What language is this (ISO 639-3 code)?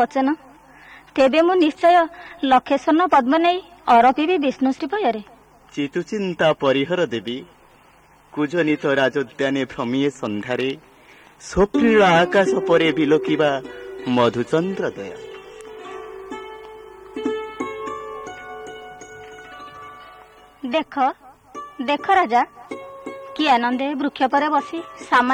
ori